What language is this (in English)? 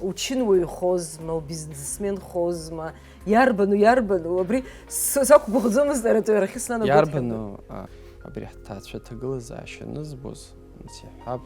Abkhazian